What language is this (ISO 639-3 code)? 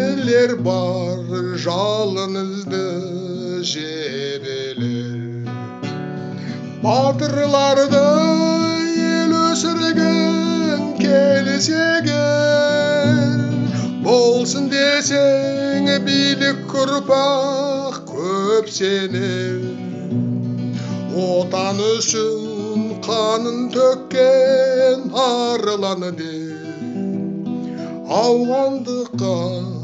kaz